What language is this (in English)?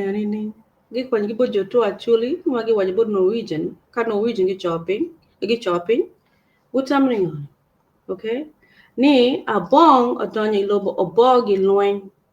Acoli